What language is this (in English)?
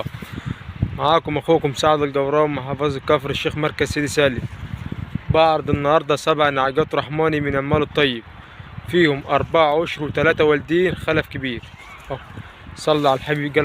Egyptian Arabic